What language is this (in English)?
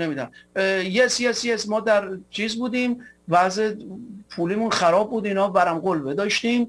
Persian